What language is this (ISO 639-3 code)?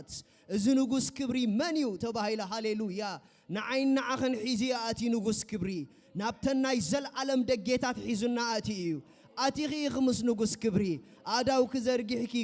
tir